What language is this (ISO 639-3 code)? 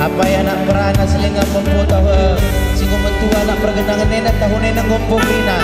btx